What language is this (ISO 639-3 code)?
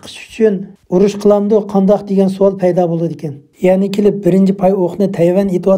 uig